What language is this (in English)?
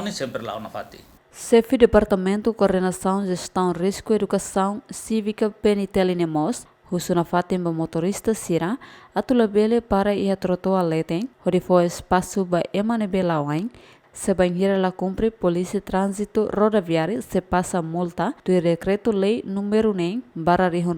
Tetum